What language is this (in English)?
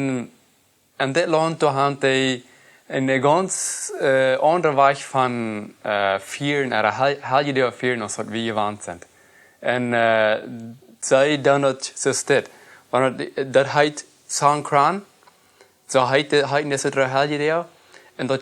Plautdietsch